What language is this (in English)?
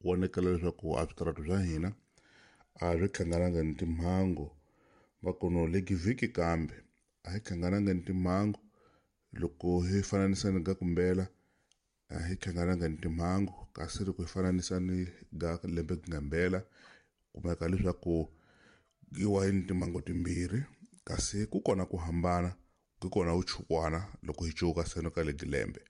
Tsonga